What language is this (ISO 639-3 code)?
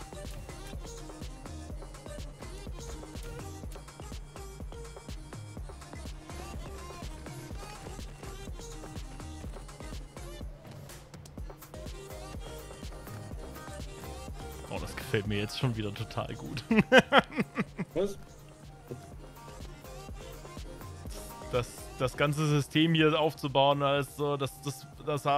deu